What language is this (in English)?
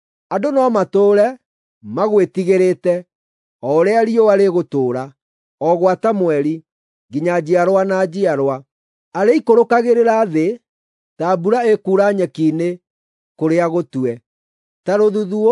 Kikuyu